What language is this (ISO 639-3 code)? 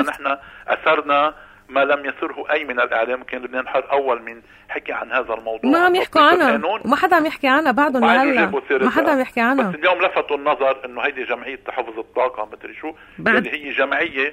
apc